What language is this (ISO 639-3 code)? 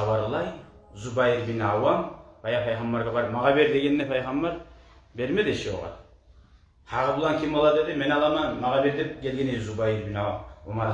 kum